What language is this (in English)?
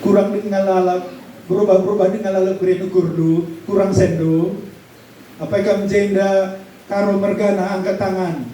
Batak Karo